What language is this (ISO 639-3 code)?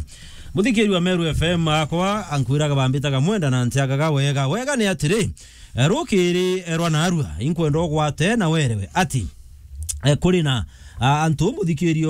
mer